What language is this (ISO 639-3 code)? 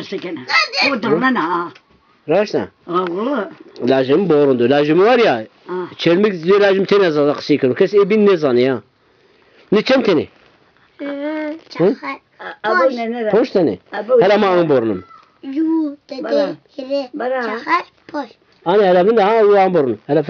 zza